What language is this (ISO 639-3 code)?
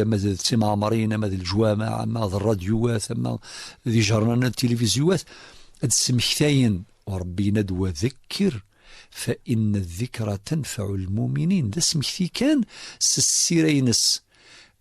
kab